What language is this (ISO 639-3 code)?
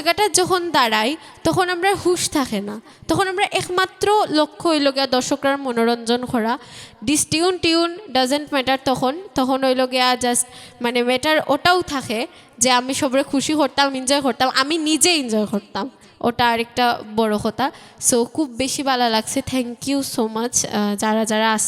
syl